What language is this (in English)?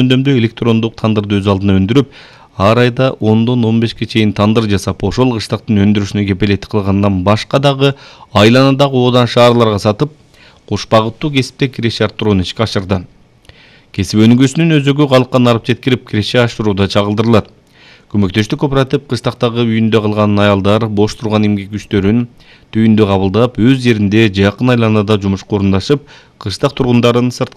Kyrgyz